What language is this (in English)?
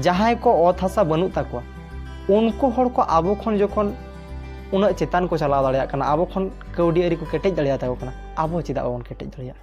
Santali